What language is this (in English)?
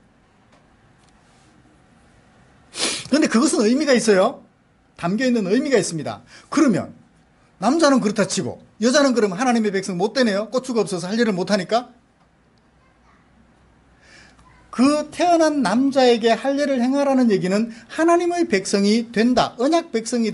Korean